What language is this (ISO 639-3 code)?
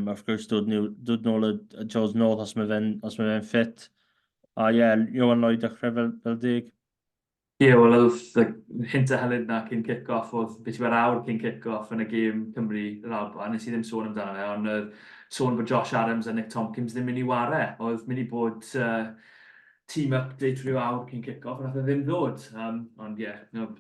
cym